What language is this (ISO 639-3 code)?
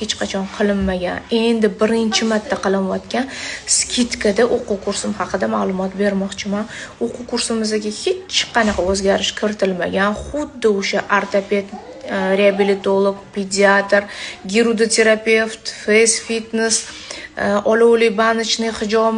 uzb